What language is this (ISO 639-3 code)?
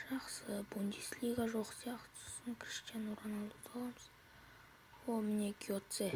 kaz